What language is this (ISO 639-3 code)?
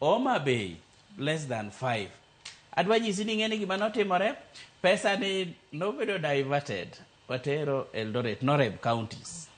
luo